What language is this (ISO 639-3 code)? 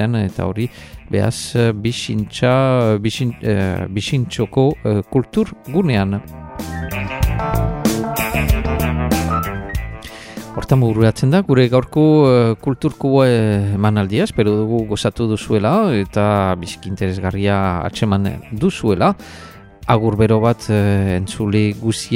eus